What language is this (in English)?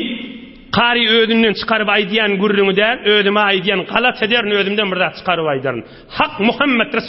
Turkmen